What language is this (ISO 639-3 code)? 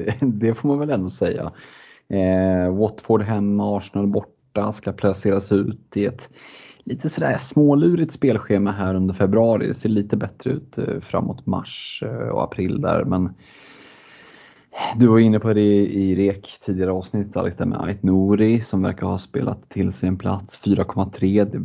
swe